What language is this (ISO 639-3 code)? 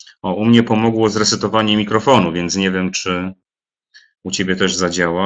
pol